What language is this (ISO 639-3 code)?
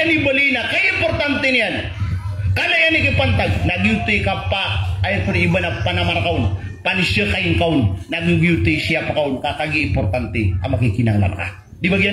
mrw